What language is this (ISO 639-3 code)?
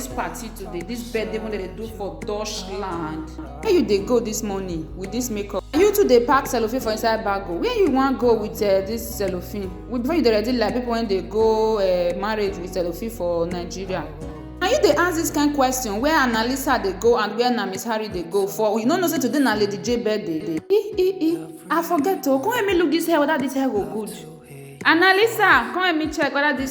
pcm